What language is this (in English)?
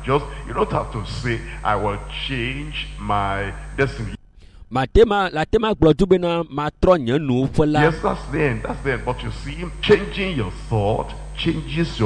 Ewe